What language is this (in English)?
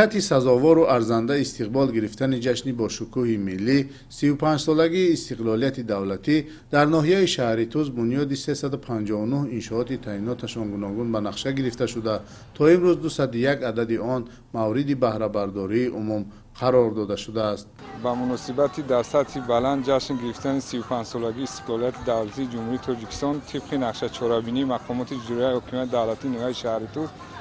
Tajik